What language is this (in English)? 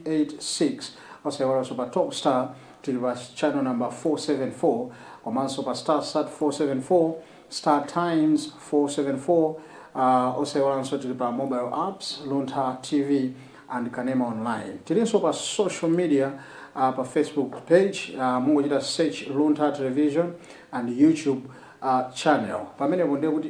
Nyanja